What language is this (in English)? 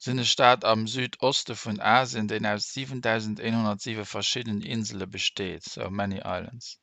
Luxembourgish